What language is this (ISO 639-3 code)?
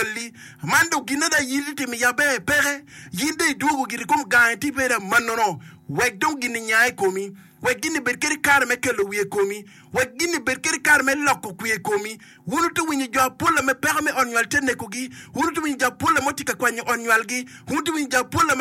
ach